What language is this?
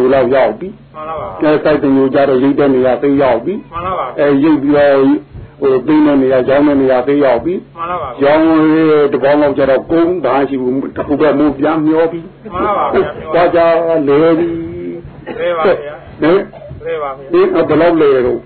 Burmese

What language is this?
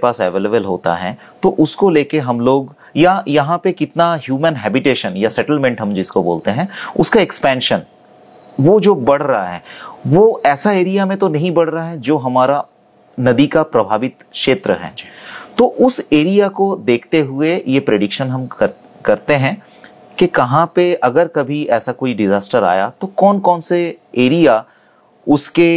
Hindi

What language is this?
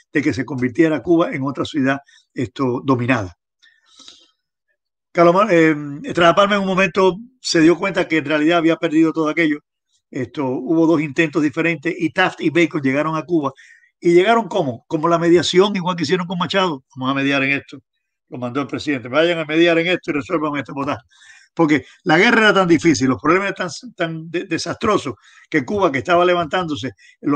Spanish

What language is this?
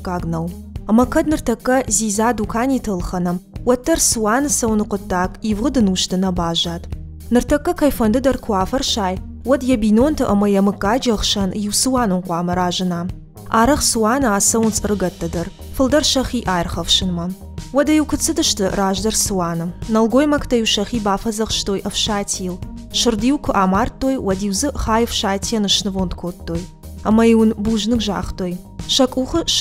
Ossetic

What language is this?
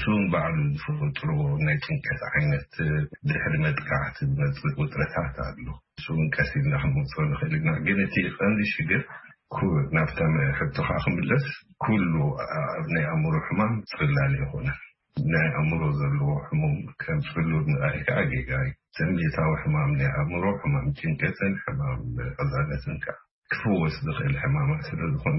Tigrinya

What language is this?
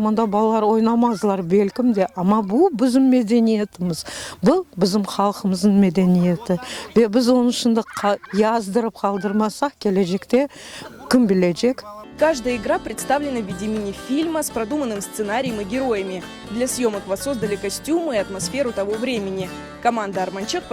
Crimean Tatar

